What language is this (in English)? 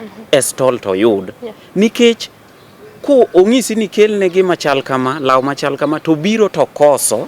Luo (Kenya and Tanzania)